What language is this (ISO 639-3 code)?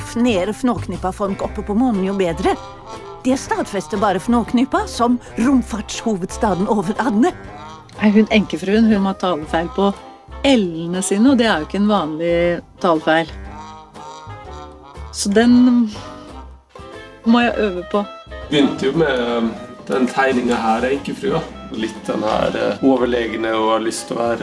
nor